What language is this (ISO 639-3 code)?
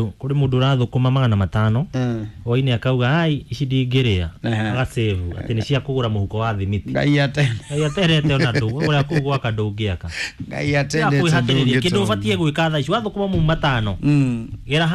kik